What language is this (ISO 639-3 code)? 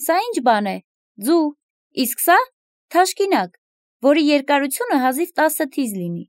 hye